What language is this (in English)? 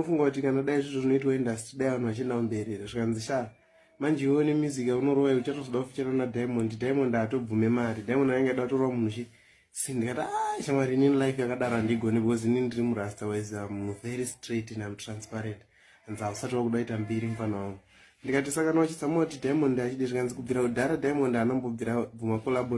Shona